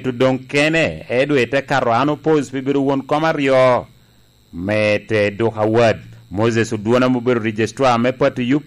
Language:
Lango (Uganda)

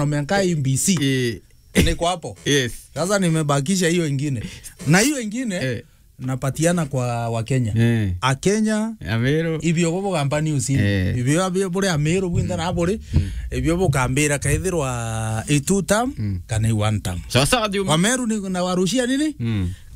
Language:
Meru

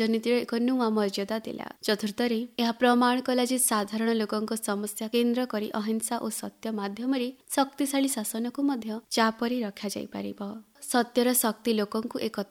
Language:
Odia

